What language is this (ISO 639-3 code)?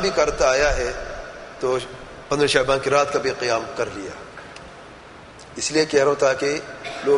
urd